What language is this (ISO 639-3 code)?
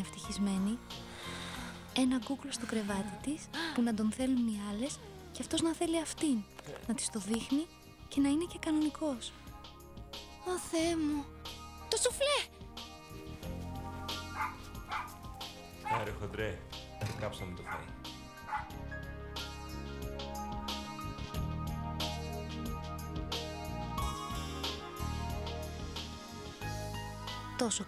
ell